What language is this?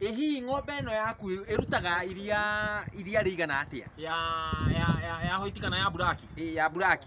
Kikuyu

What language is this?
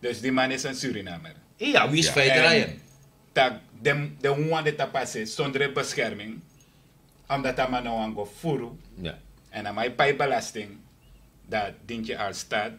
Sranan Tongo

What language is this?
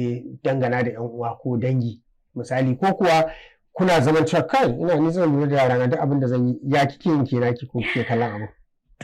Hausa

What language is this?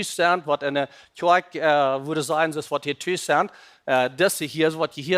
Plautdietsch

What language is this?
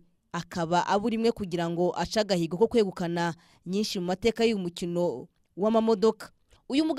Kinyarwanda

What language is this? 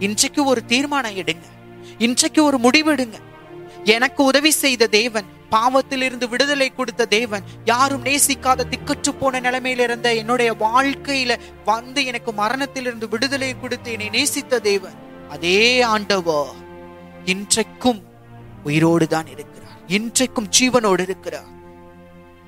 Tamil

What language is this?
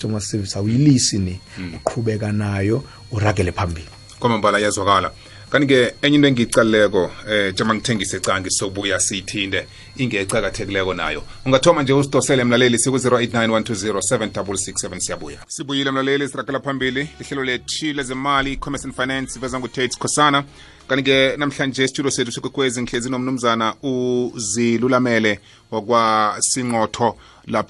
South Ndebele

